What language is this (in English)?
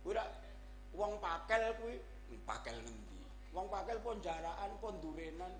Javanese